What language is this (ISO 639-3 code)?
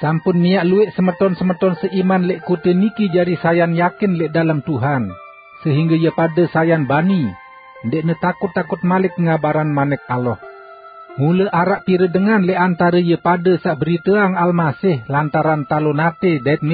sas